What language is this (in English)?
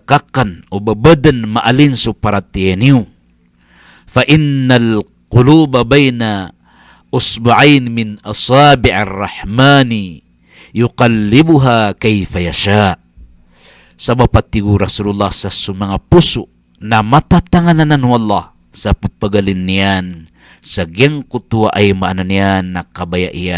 Maranao